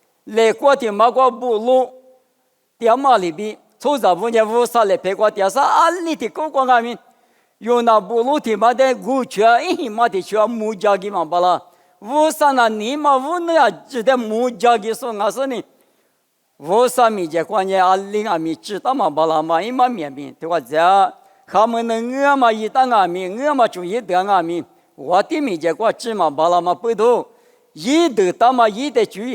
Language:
Lisu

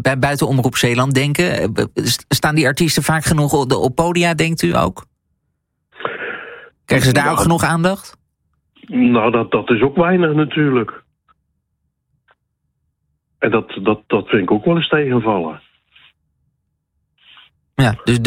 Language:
Dutch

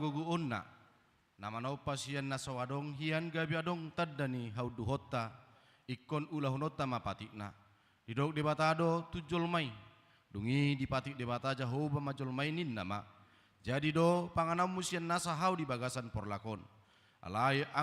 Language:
Batak Toba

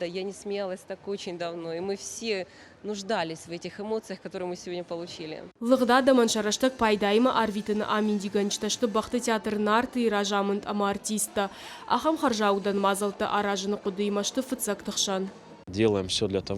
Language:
Ossetic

